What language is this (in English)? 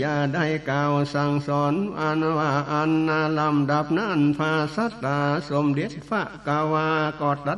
Northern Thai